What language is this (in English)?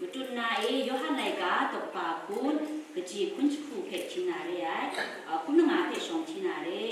Kachin